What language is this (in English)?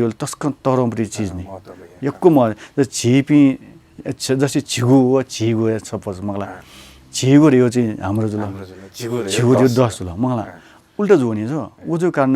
Newari